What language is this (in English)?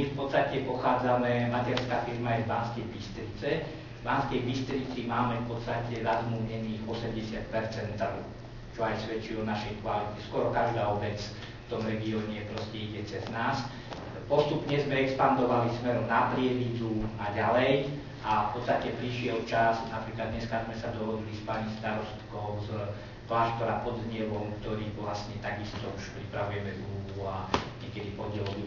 Slovak